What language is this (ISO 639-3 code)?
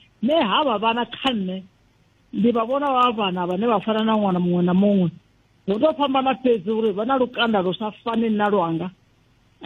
ven